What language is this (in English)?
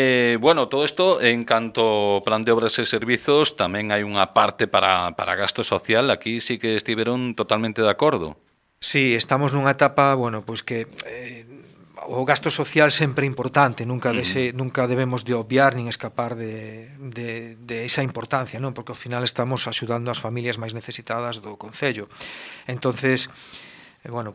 Galician